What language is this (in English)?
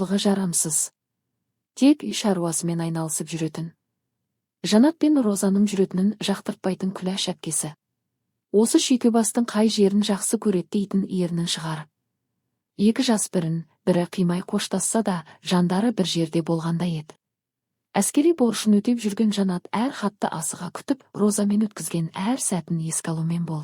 Kazakh